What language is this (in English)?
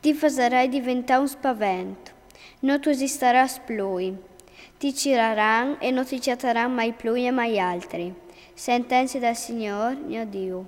Friulian